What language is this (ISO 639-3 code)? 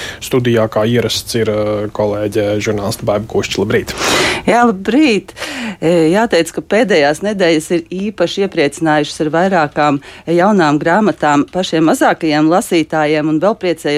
lav